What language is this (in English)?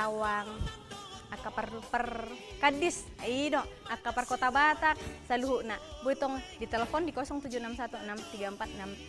Batak Toba